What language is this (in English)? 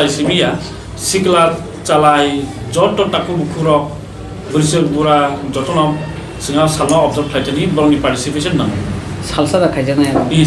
Kok Borok